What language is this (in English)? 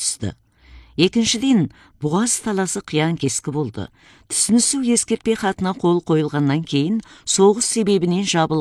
Kazakh